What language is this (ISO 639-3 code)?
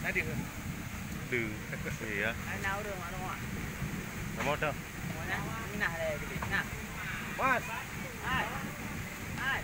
ace